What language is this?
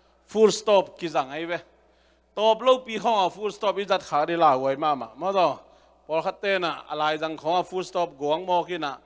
Tedim Chin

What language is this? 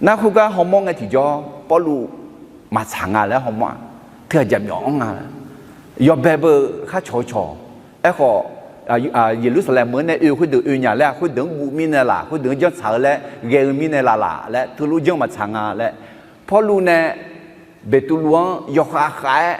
Akha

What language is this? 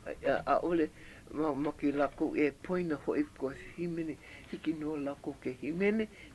Hawaiian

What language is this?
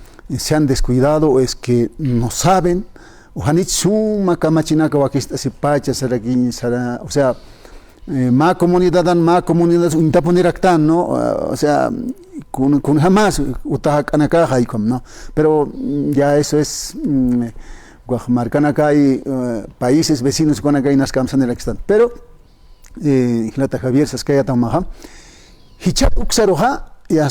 Aymara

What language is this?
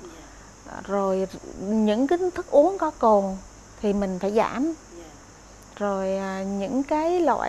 Vietnamese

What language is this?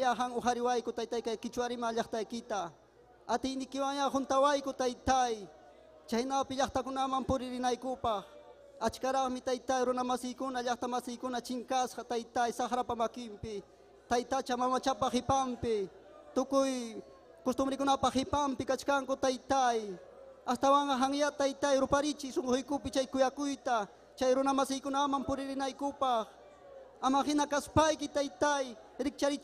Ayacucho Quechua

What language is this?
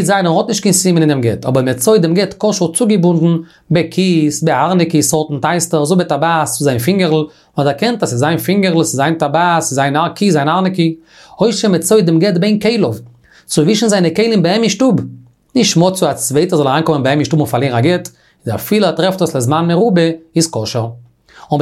Yiddish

